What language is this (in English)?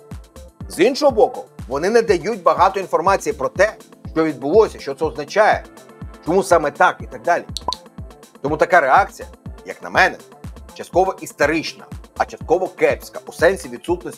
Ukrainian